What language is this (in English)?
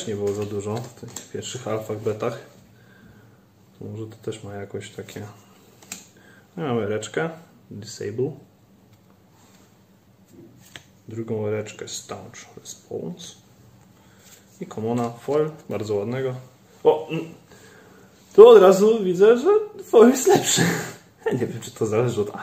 Polish